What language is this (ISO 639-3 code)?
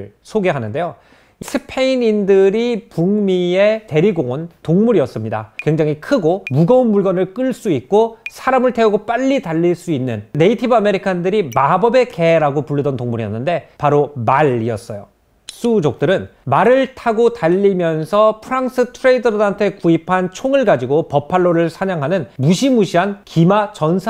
kor